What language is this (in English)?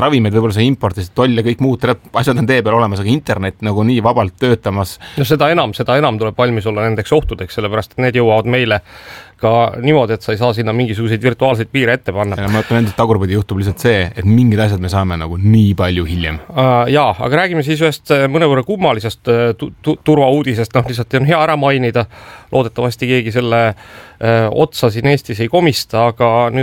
Estonian